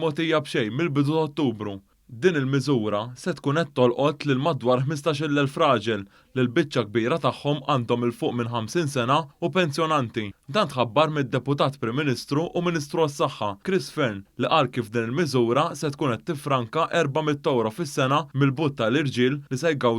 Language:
Maltese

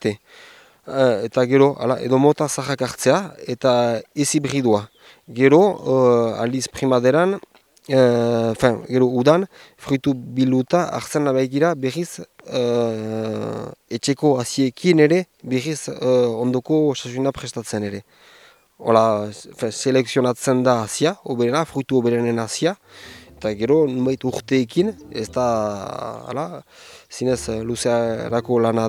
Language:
Basque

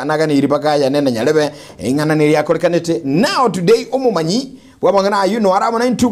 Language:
Gusii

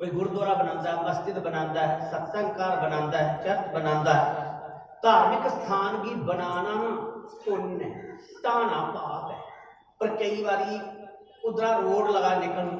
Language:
Dogri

